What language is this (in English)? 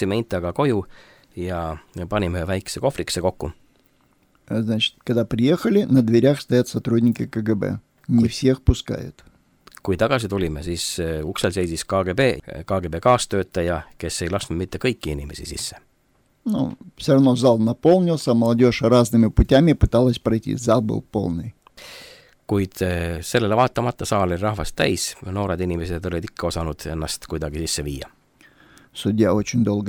Estonian